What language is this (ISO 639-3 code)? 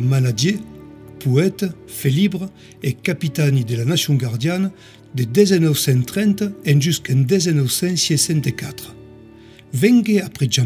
oci